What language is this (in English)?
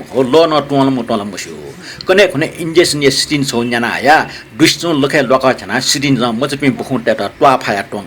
Newari